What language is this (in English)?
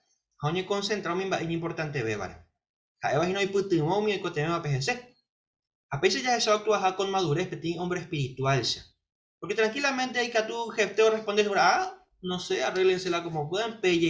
Guarani